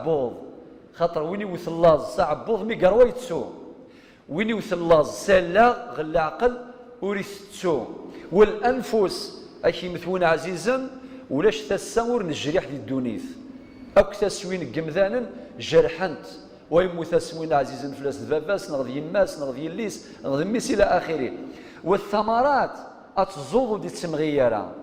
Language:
Kabyle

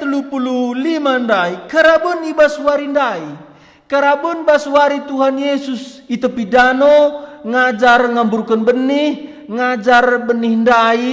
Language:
Batak Karo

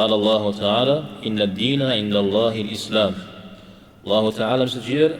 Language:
Kabardian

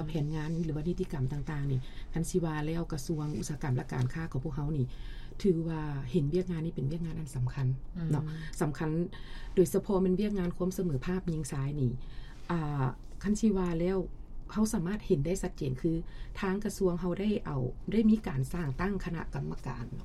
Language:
Lao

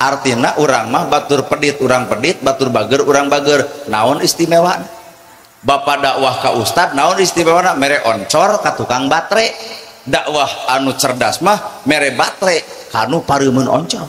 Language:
Sundanese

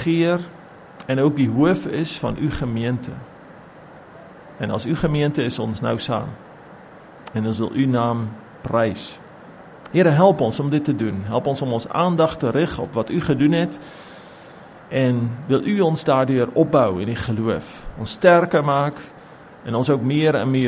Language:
Afrikaans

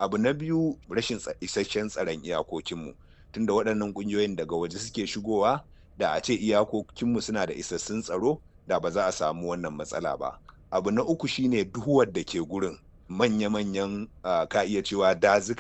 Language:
Hausa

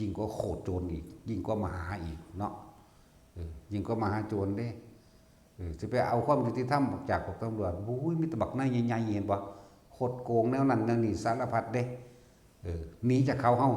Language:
Northeastern Thai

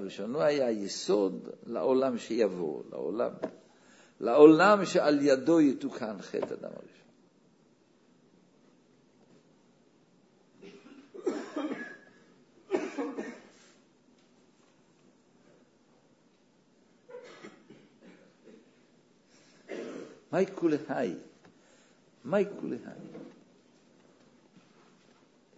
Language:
Hebrew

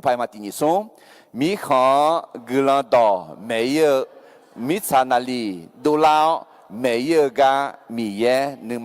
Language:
Akha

